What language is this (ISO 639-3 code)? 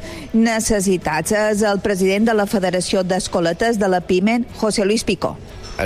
cat